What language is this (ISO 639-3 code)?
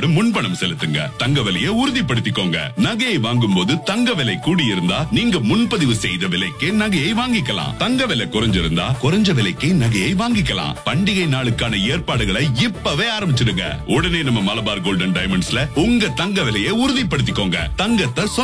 tam